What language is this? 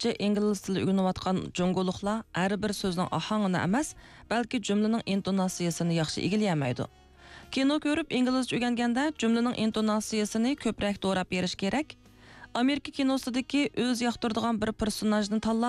Uyghur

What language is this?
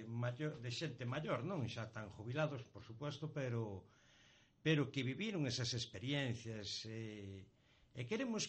Galician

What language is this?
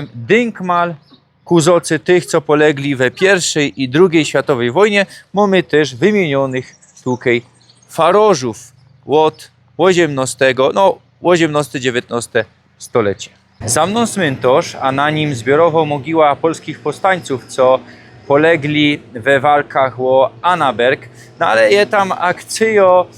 Silesian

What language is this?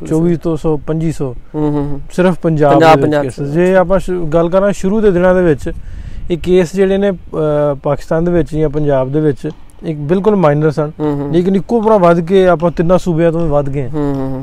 Punjabi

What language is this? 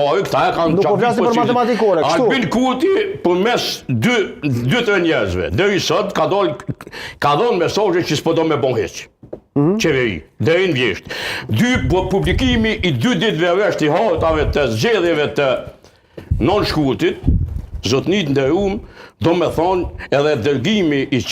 Albanian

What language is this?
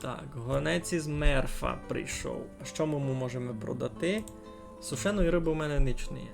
Rusyn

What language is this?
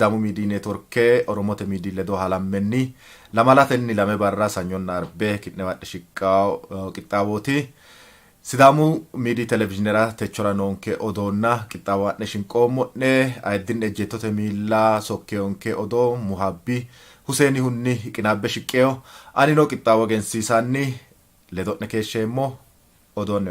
Sidamo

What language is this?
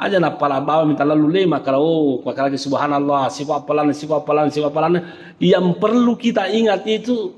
Buginese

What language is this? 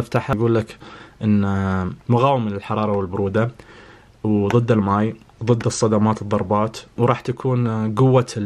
Najdi Arabic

